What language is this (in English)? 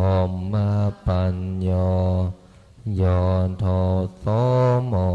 Pali